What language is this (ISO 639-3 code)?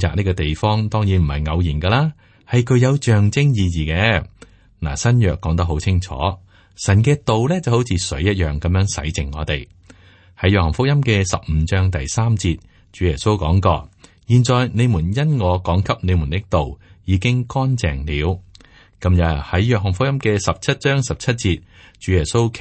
yue